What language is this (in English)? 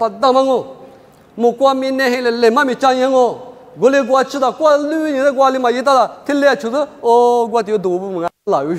Lisu